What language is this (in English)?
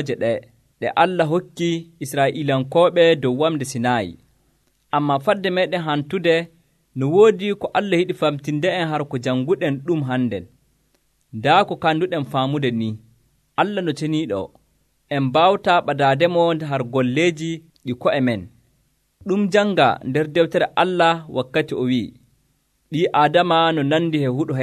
Nigerian Fulfulde